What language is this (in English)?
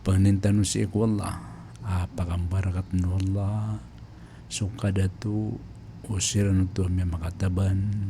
Maranao